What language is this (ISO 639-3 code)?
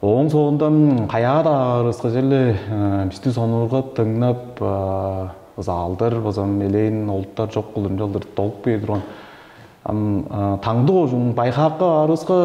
tyv